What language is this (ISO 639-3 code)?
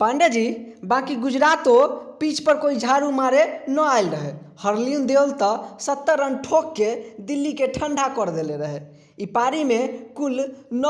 bho